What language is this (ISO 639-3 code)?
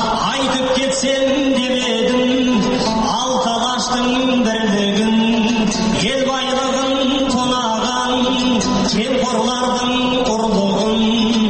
kaz